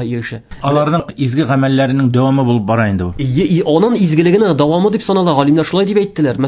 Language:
Tatar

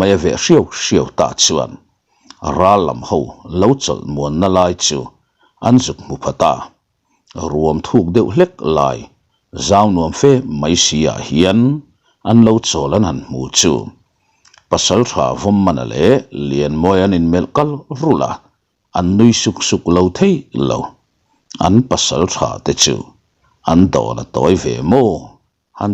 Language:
Mizo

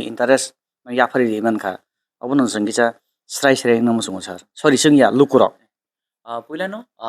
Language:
Kok Borok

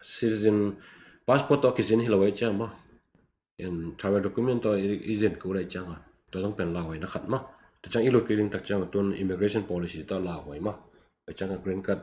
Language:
Tedim Chin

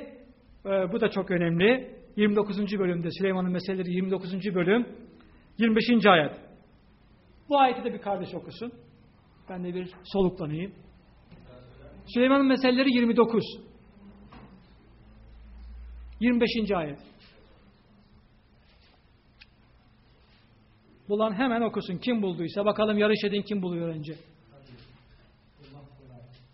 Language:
Turkish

